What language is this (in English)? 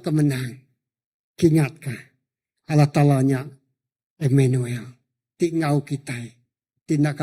Iban